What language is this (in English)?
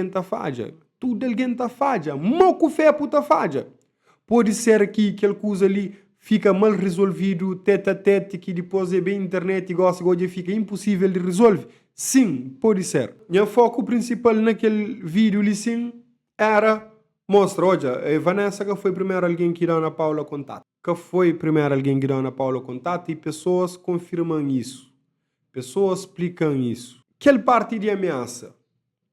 Kabuverdianu